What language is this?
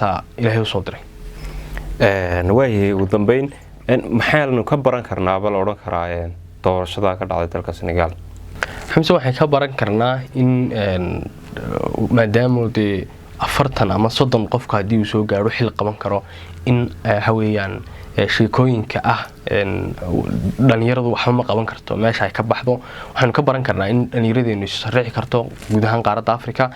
Somali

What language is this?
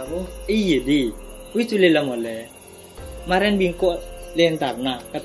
Madurese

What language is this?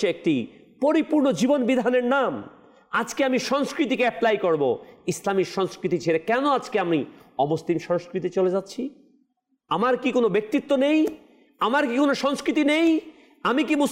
Bangla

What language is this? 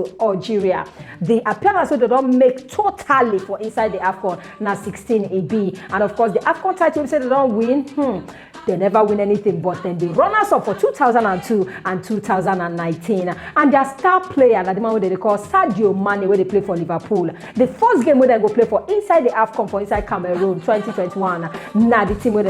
Nigerian Pidgin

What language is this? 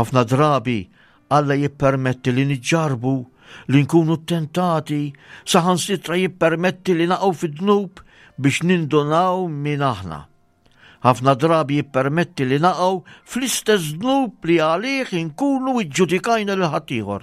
Maltese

